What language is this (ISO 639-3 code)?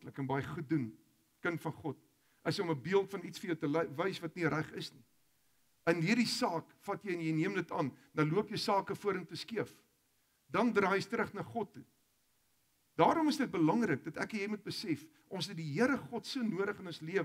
afr